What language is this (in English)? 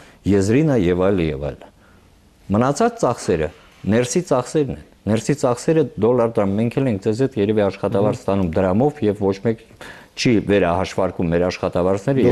Armenian